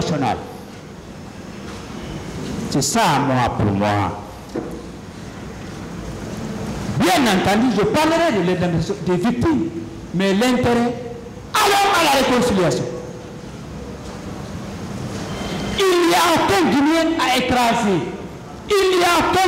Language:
French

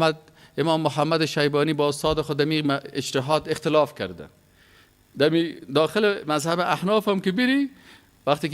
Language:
Persian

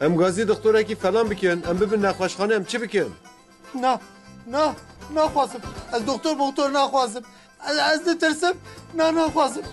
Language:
Kurdish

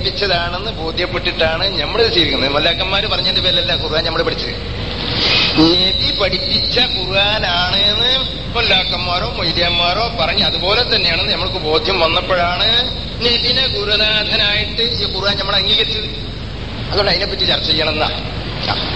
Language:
Malayalam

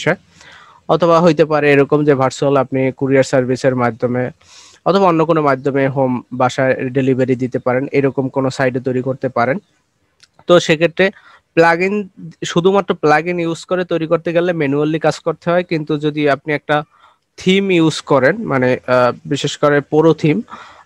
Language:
Bangla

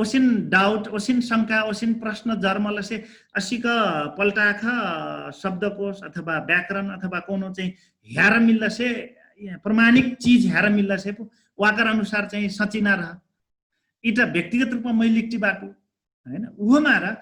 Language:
Dangaura Tharu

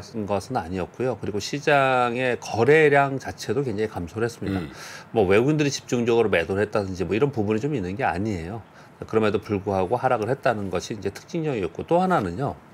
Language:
Korean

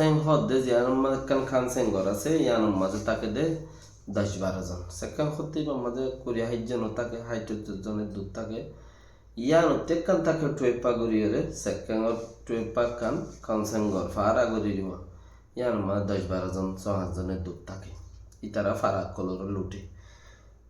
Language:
Rohingya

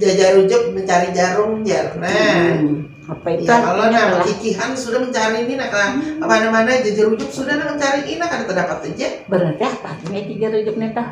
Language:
Banjar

